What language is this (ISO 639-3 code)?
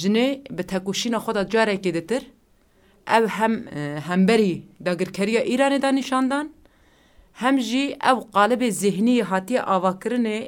kur